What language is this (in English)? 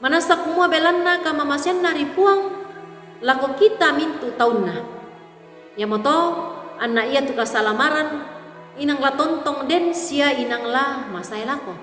Toraja-Sa'dan